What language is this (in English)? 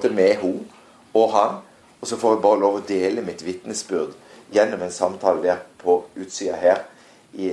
Norwegian